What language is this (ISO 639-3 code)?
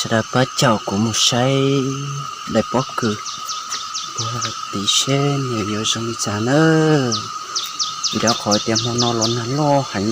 hmn